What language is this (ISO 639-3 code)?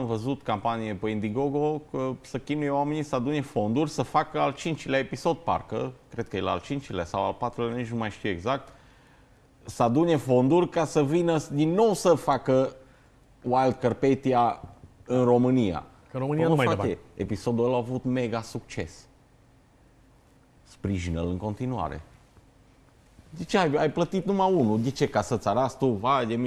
ron